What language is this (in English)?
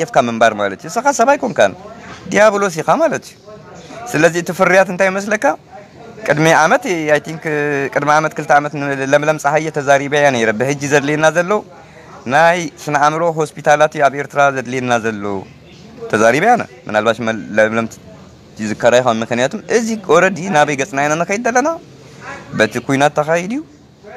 Tigrinya